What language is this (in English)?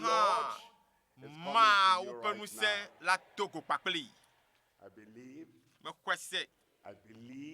Ewe